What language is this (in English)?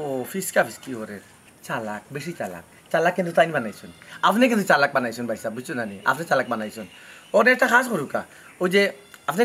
Sylheti